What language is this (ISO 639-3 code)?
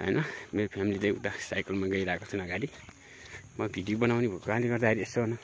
nep